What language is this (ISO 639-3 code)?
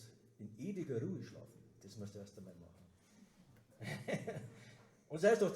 bar